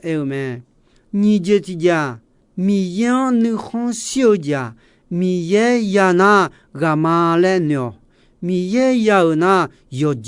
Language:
Akha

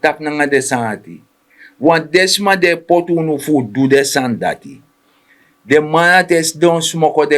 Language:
Sranan Tongo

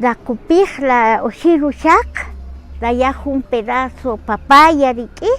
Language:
Kaqchikel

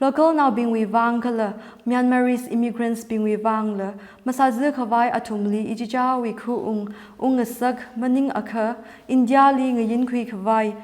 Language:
Tangkhul Naga (India)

